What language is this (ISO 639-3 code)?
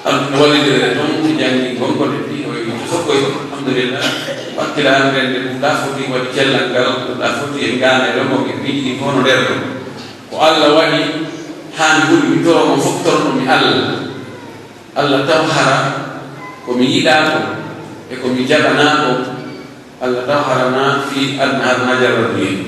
fuf